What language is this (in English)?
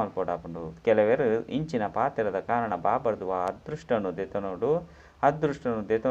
Tulu